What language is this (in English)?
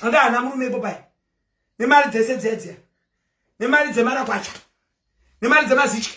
Shona